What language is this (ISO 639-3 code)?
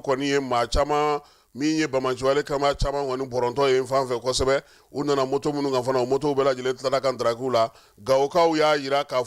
bam